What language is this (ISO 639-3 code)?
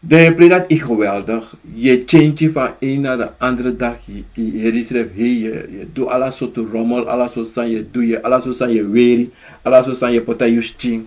srn